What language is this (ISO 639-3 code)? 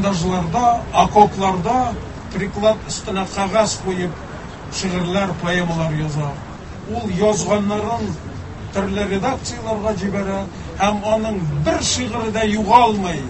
tat